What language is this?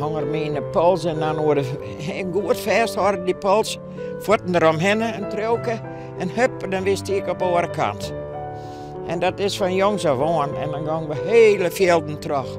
Western Frisian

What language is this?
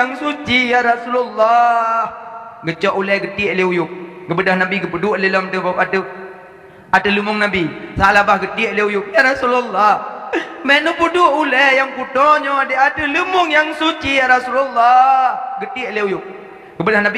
Achinese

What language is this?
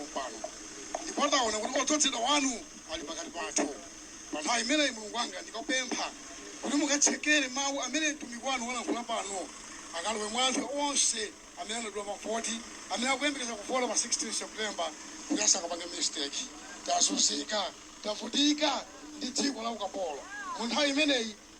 Nyanja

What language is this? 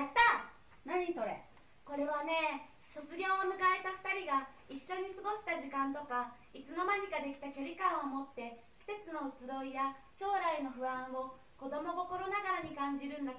Japanese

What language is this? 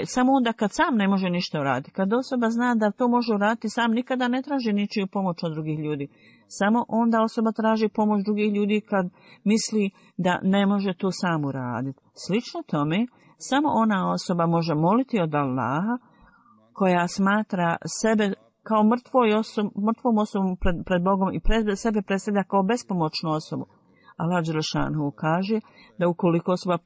Bosnian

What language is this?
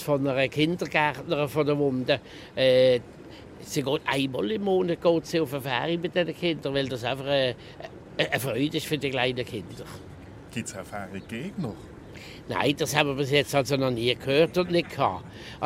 German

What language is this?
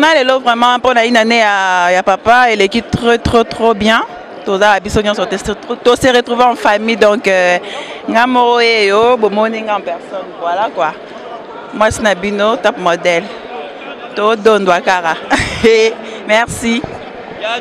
Lingala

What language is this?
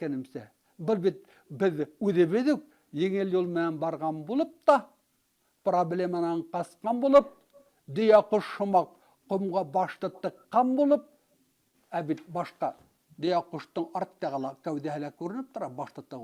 Bashkir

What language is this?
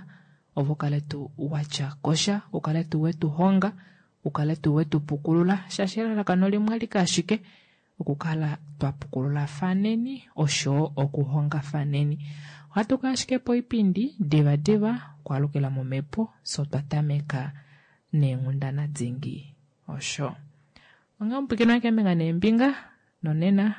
Kuanyama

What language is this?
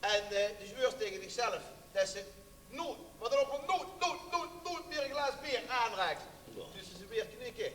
Limburgish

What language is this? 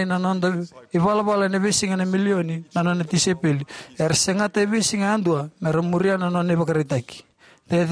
Fijian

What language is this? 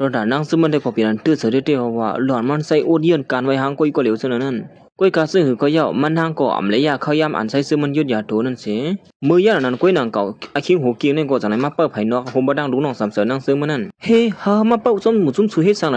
Shan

